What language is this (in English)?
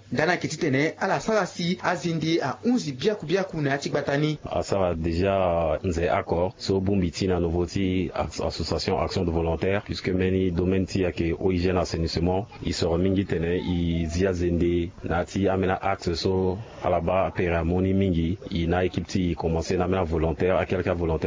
Sango